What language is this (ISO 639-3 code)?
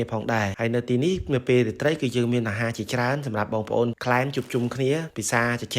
khm